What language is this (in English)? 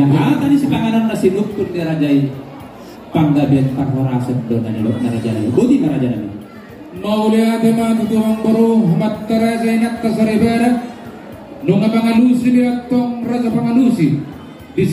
Batak Toba